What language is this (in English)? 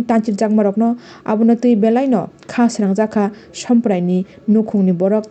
Kok Borok